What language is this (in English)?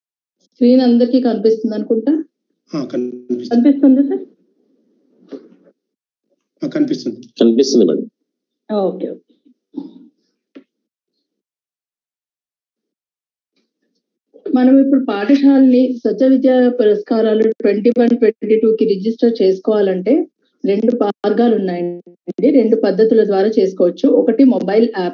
Telugu